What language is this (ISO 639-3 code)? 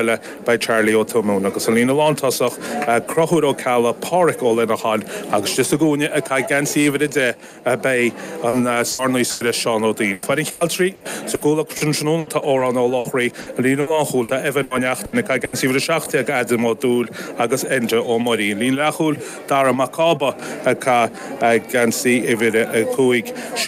gle